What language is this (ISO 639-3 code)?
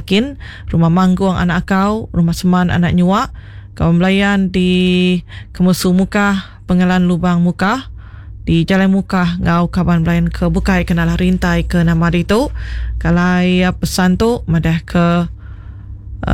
iba